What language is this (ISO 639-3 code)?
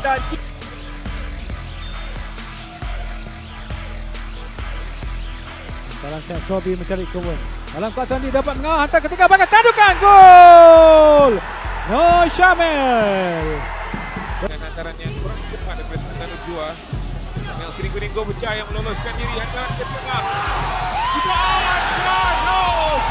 msa